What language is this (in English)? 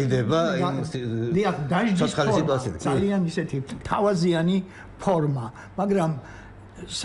Georgian